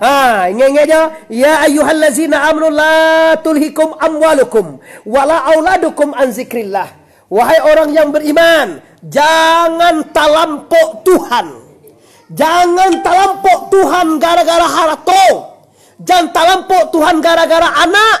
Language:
Minangkabau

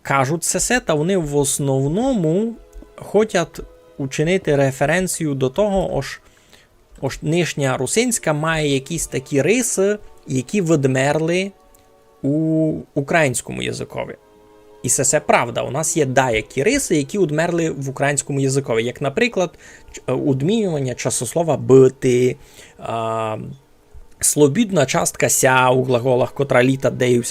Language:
Rusyn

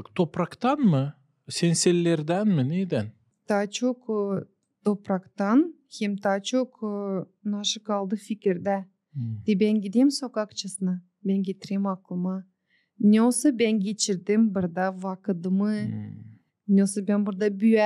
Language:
Gagauz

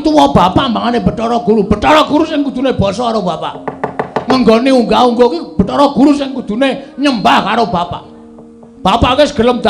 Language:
Javanese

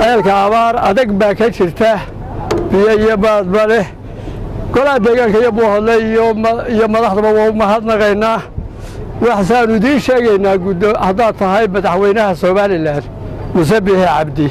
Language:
Somali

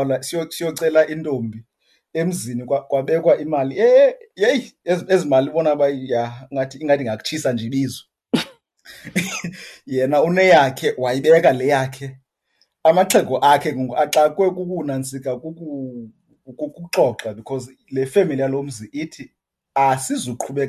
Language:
Xhosa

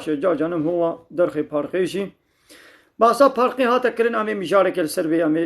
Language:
Kurdish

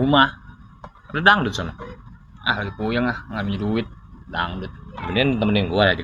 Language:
Betawi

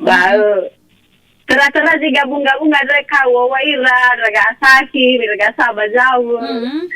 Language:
Nias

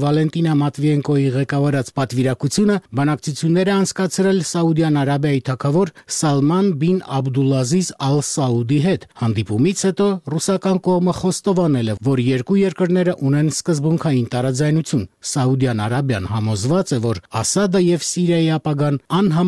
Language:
Armenian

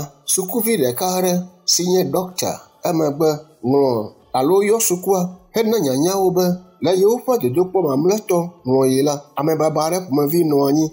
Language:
Ewe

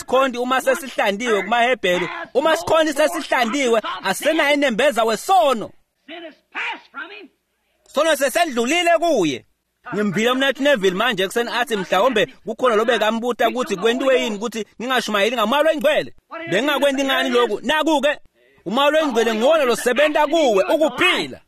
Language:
Swati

